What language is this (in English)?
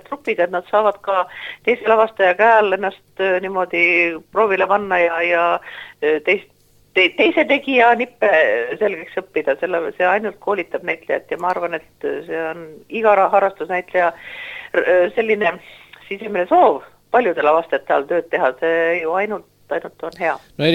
Estonian